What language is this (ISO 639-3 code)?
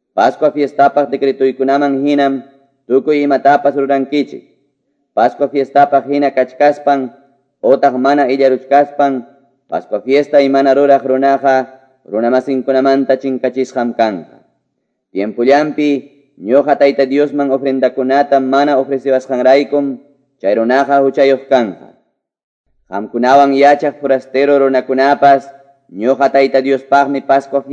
quy